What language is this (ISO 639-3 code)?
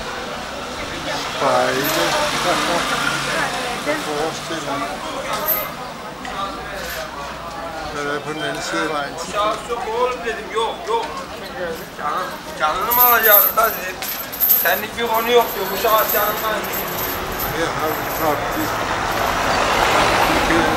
dan